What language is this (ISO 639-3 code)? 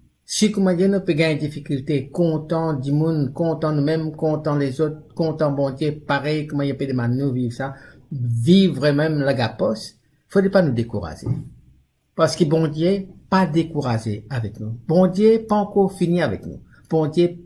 mfe